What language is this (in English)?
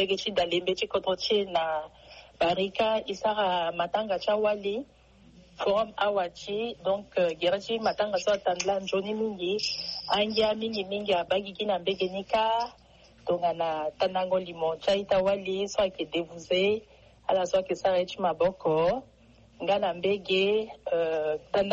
Sango